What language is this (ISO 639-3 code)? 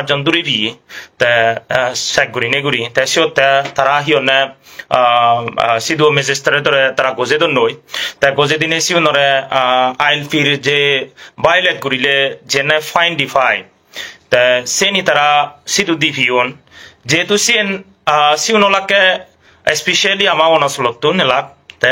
ccp